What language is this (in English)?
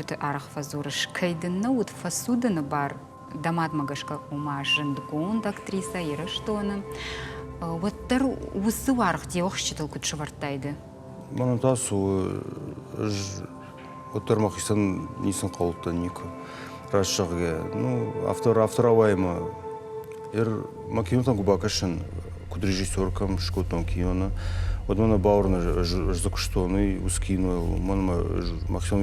Ossetic